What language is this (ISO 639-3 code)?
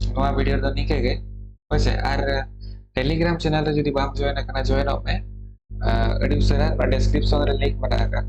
sat